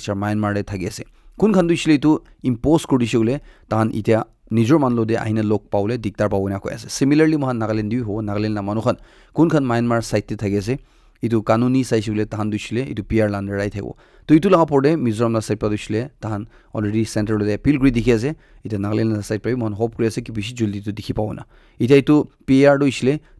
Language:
Naga Pidgin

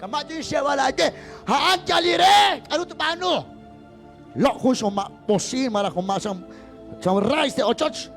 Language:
Kekchí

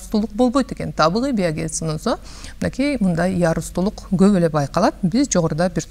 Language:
Kyrgyz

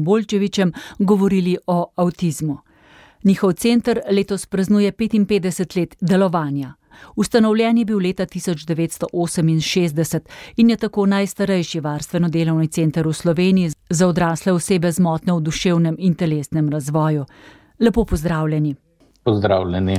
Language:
Slovenian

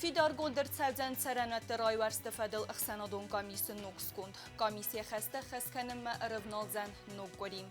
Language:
Ossetic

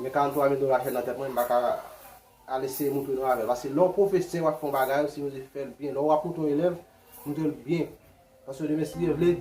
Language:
Haitian Creole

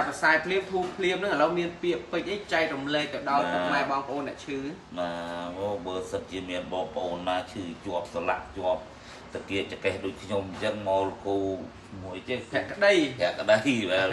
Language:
Khmer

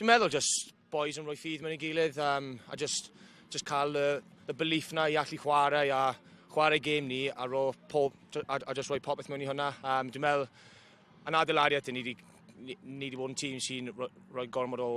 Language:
Welsh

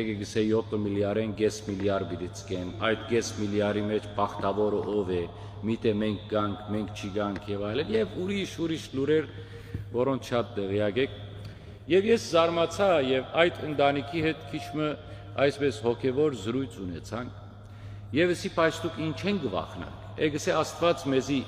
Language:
Western Armenian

